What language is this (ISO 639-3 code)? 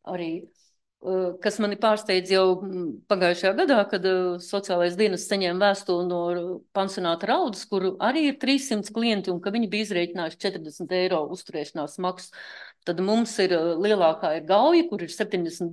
lav